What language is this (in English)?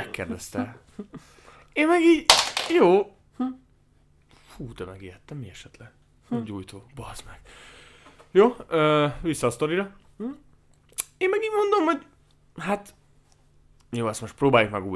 Hungarian